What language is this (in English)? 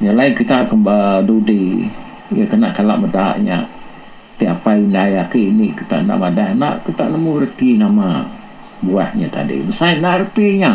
Iban